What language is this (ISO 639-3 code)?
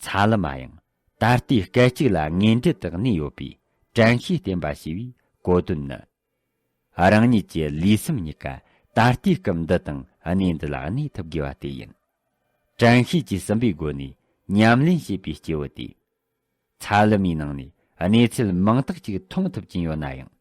bod